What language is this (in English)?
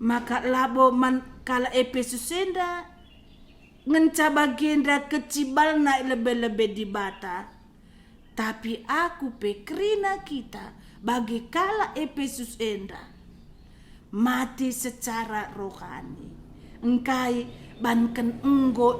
Batak Karo